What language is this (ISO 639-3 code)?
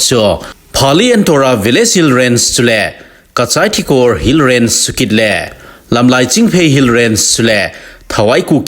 tcz